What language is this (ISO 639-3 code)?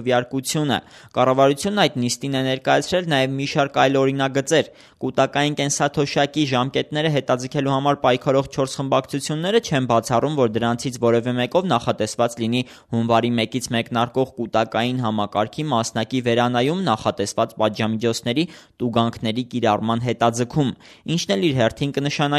hye